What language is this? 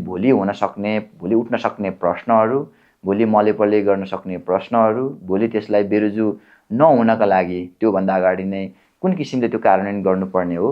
Nepali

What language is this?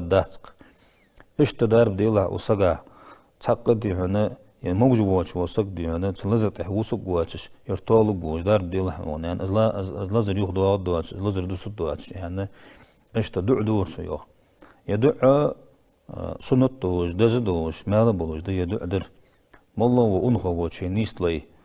Ingush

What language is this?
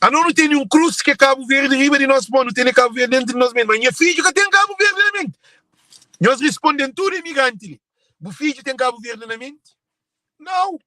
Kabuverdianu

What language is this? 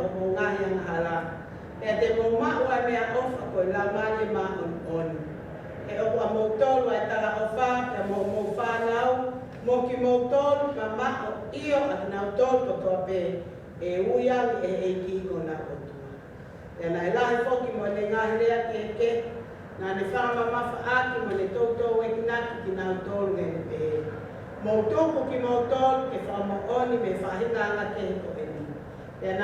Tongan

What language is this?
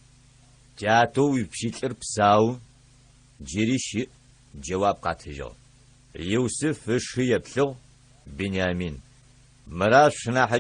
Adyghe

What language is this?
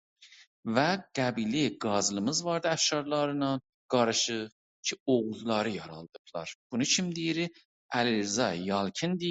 South Azerbaijani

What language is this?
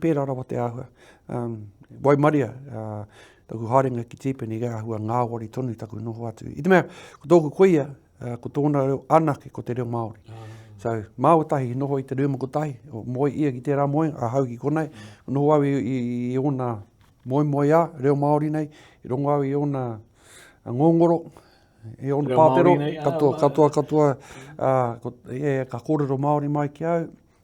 Māori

